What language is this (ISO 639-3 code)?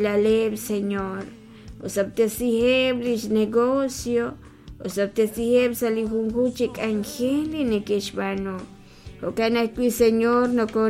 kek